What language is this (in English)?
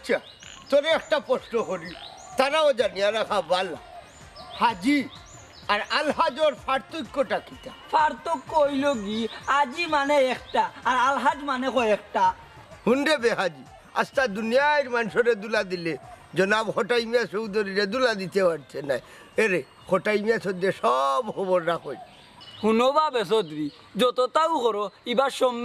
Sylheti